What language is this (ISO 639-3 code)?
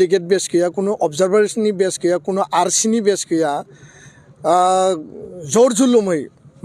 brx